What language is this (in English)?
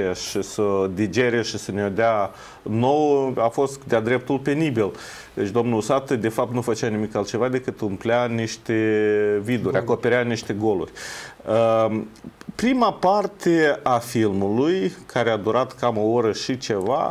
Romanian